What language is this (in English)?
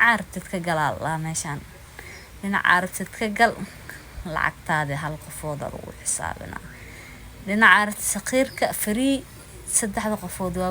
Somali